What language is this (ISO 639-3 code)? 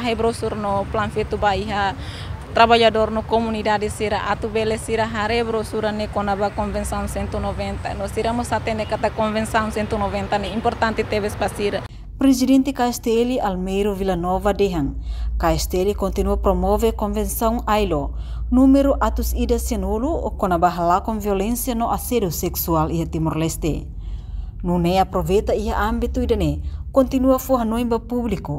tet